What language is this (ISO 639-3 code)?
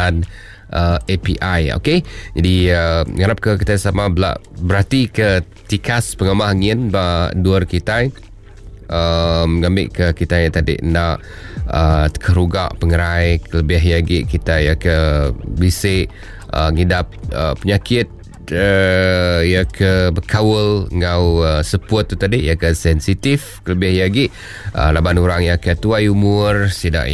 iba